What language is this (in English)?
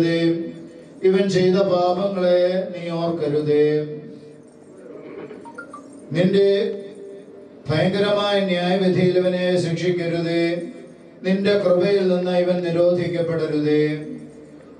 Malayalam